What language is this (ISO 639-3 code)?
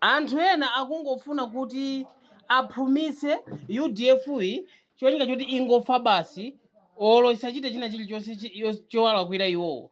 nya